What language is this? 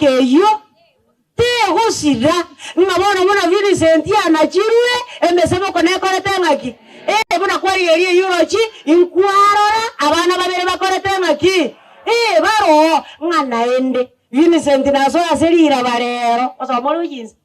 Gusii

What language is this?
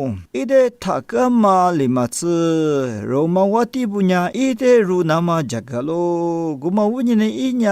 Lisu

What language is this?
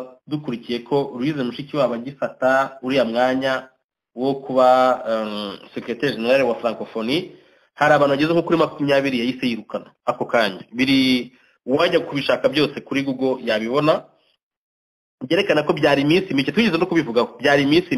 Kinyarwanda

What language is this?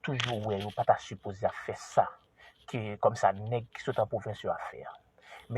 Haitian Creole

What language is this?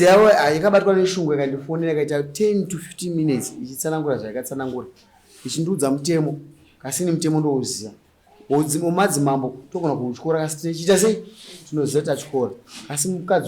Shona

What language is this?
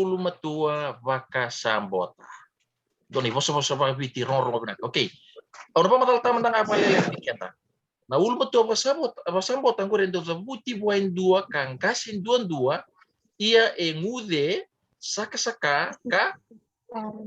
Fijian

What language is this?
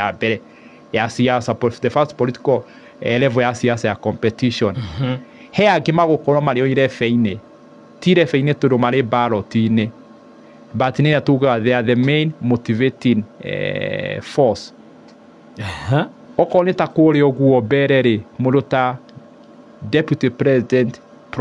Kikuyu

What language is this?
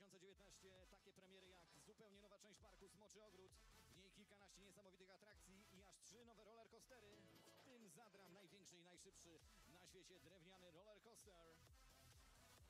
Polish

